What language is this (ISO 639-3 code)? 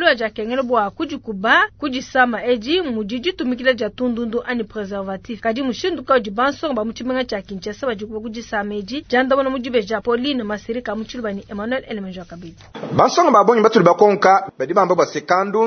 lua